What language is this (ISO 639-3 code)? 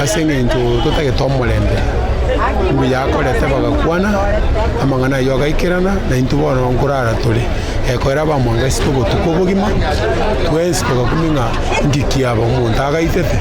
guz